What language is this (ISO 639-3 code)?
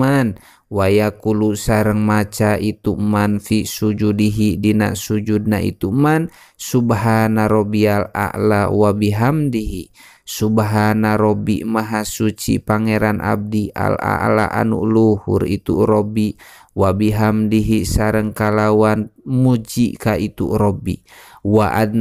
sun